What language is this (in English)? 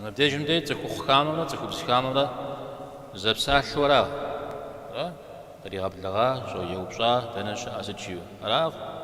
Kabardian